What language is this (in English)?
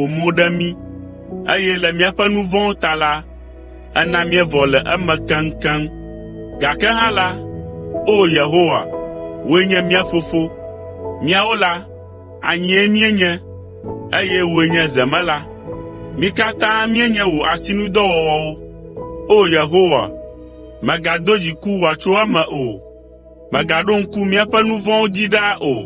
Ewe